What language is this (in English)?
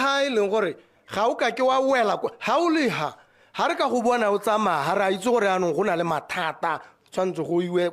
Tswana